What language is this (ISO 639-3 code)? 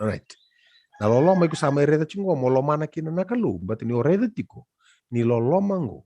fij